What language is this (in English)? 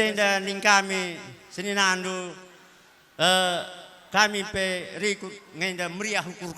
Batak Karo